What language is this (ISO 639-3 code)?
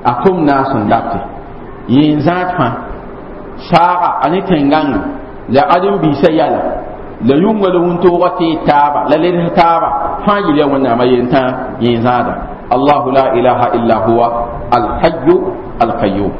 mos